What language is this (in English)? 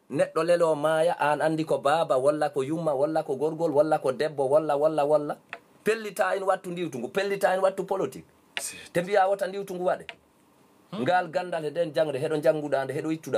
Fula